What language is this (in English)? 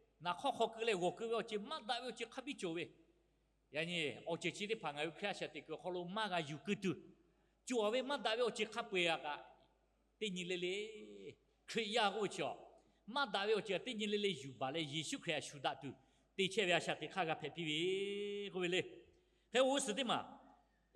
Lahu